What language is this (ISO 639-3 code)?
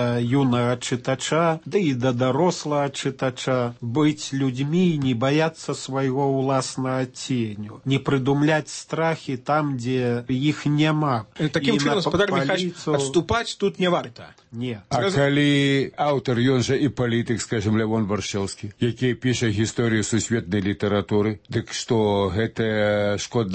bel